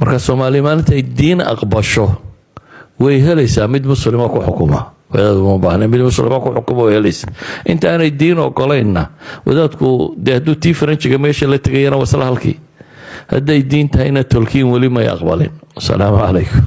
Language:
Somali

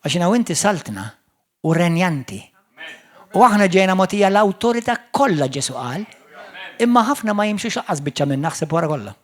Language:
Maltese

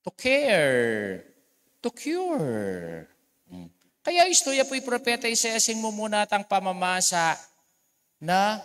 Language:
Pampanga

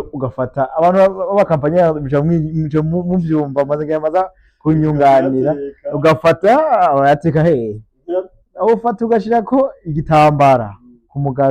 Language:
Rundi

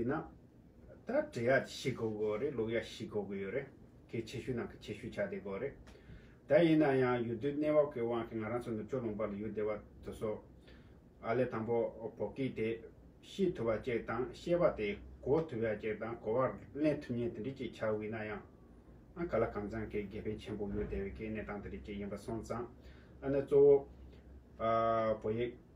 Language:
Tibetan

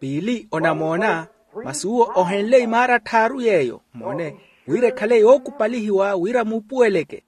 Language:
Makhuwa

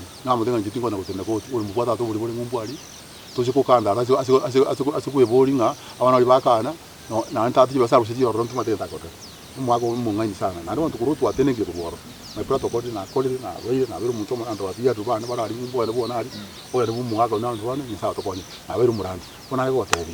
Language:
Gusii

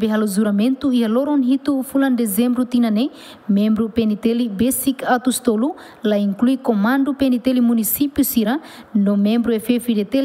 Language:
Tetum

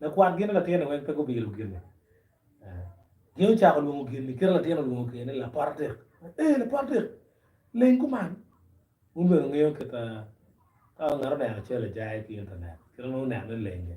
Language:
Acoli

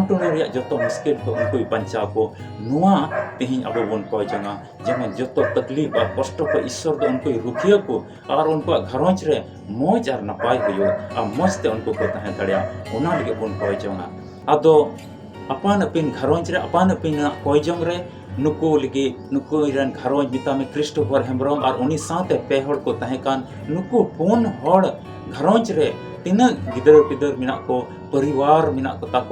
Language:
Santali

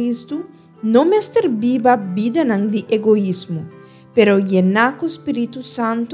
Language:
Papiamento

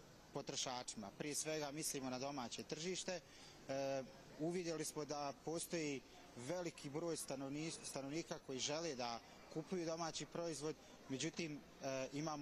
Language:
Bosnian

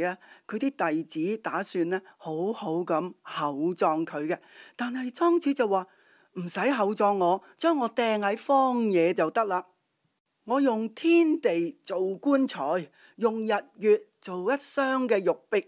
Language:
Cantonese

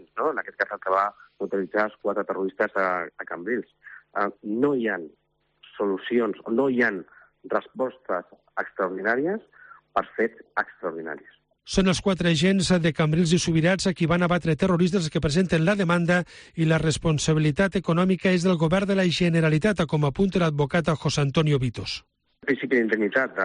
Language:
Catalan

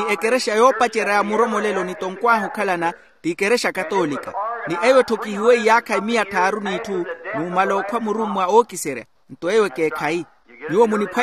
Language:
Makhuwa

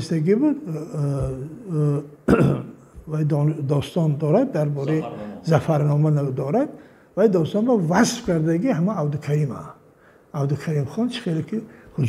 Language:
Tajik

